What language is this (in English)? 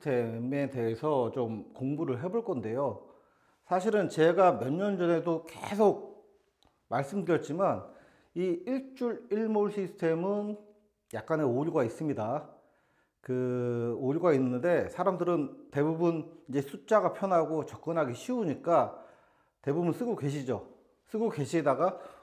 Korean